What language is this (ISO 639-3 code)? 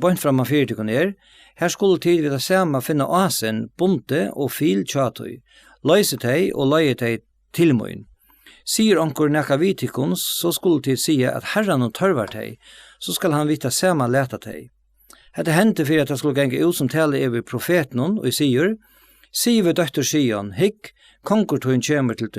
fao